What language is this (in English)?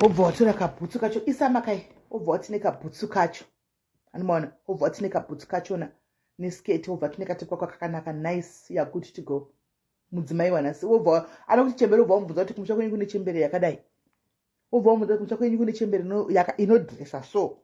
Shona